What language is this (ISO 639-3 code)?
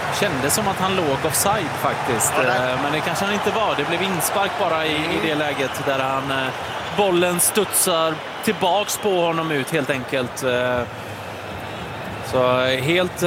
swe